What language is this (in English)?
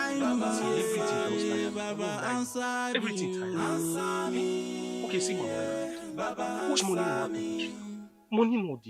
Nigerian Pidgin